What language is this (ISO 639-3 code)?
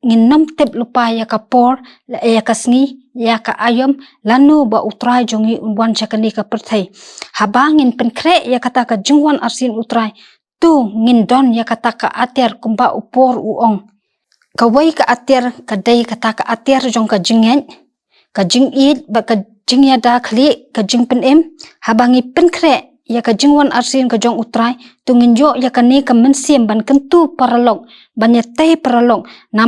kha